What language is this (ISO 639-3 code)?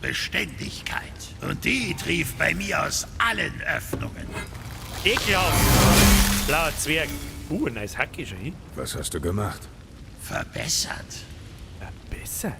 bar